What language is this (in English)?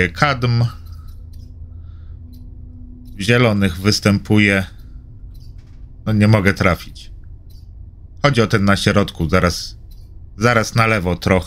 Polish